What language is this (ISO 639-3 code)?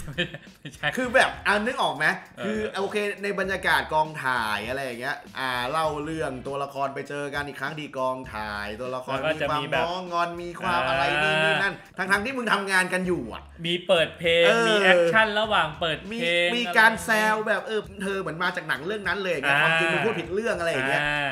tha